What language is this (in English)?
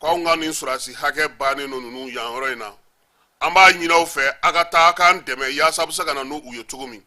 Bambara